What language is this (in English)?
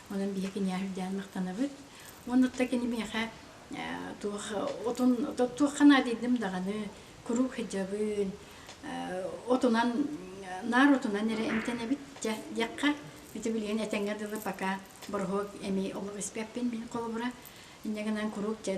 Yakut